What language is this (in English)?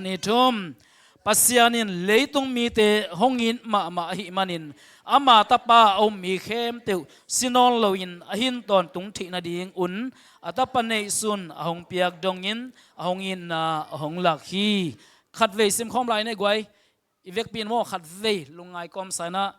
Tedim Chin